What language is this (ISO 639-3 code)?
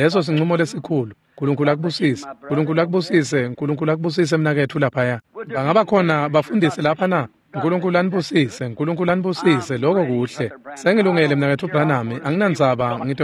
ssw